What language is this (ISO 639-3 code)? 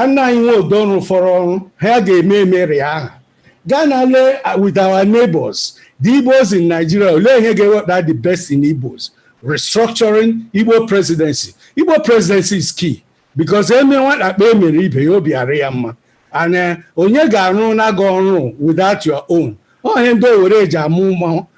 ibo